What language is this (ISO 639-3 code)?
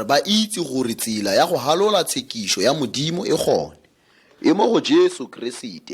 tsn